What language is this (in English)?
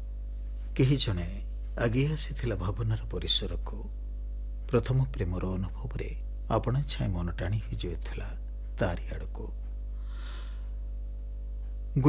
Odia